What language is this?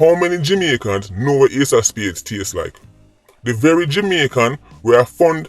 Jamaican Creole English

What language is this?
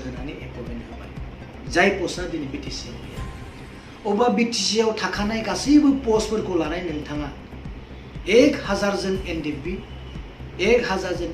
Bodo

